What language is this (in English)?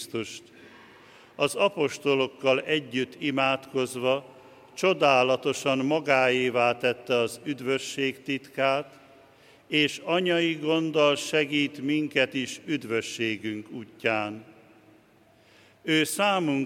Hungarian